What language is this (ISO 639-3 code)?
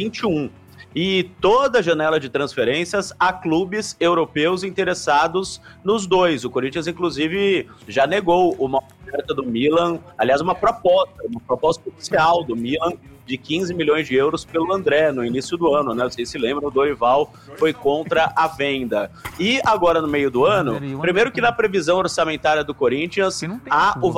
por